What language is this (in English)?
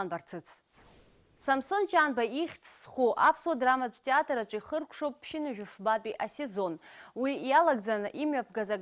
Abkhazian